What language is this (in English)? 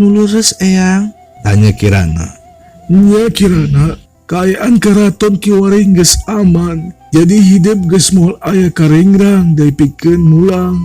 Sundanese